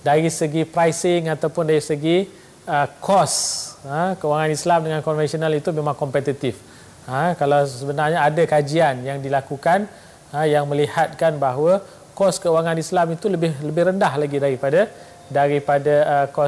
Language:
Malay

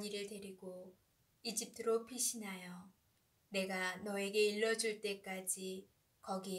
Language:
Korean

